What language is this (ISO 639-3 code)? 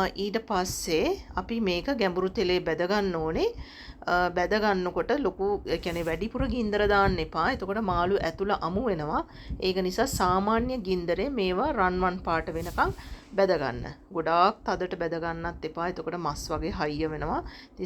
sin